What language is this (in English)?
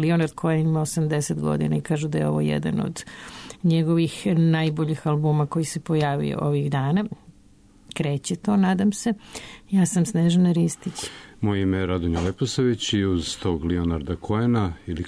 Serbian